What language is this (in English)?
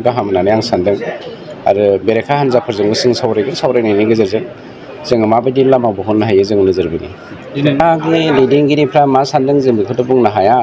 Bodo